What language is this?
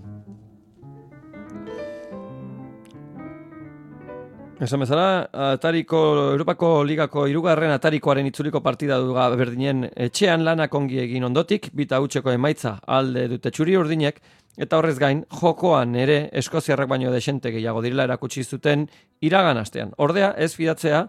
Basque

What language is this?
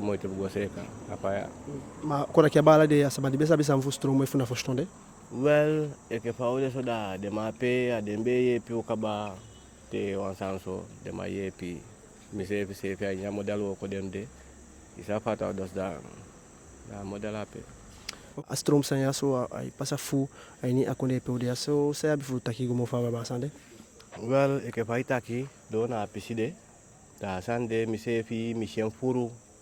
Eastern Maroon Creole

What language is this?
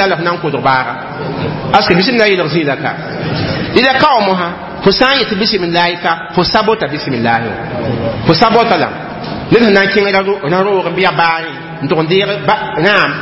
Mossi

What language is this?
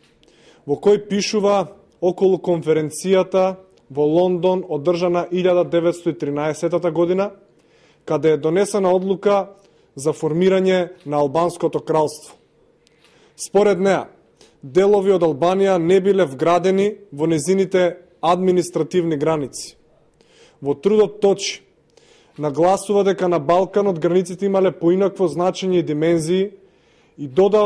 Macedonian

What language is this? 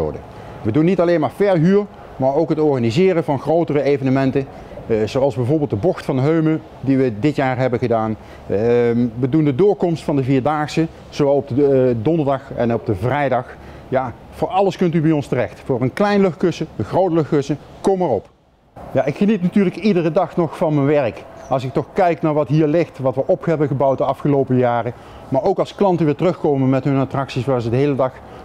Dutch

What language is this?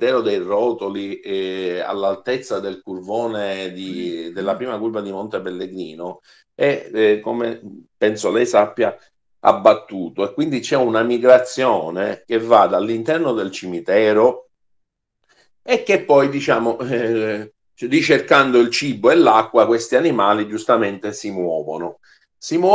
Italian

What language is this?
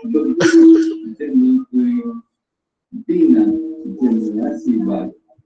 Malay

